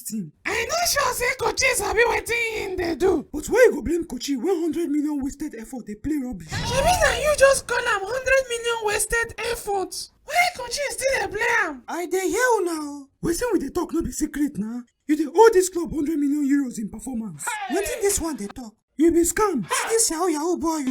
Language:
Nigerian Pidgin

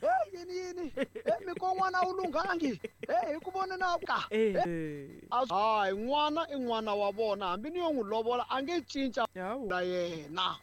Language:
Tsonga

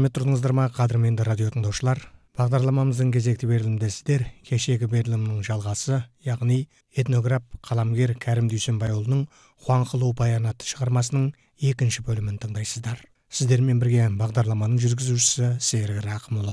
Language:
Kazakh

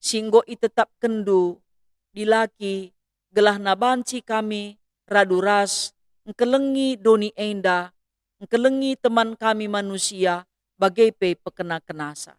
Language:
Batak Karo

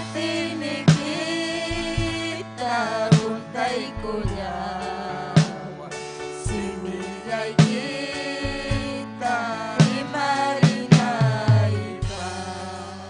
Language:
Ayacucho Quechua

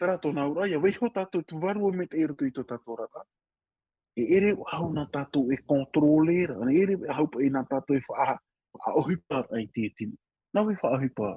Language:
Tahitian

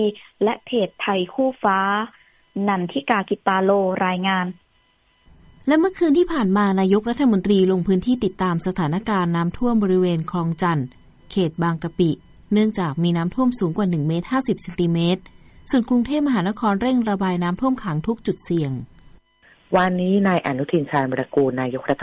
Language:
Thai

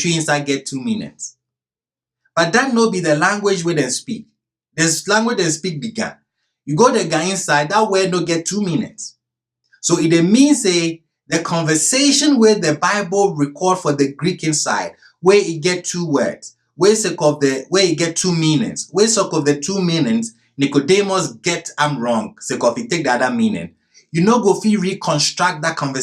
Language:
Ghanaian Pidgin English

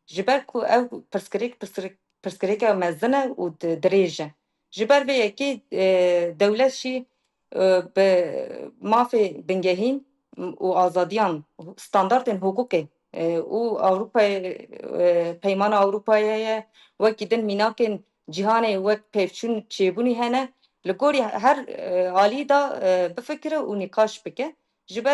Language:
Kurdish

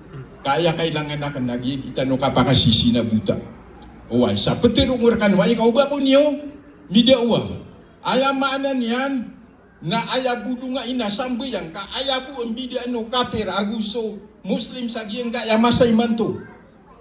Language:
Maranao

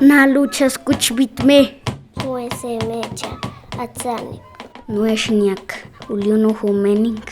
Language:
Páez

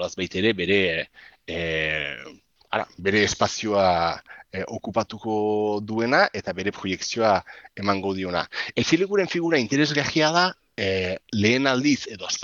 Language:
Basque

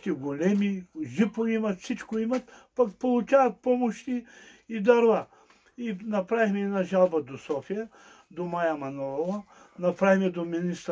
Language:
Bulgarian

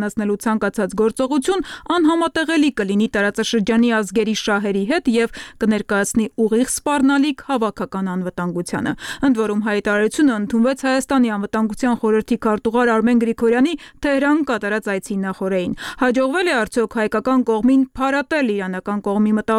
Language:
Armenian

